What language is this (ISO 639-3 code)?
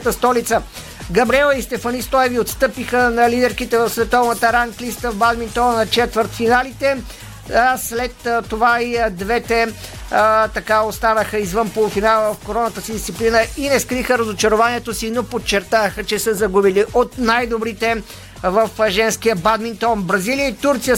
bul